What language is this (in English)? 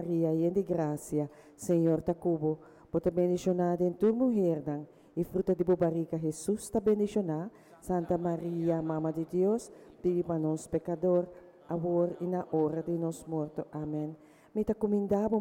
Papiamento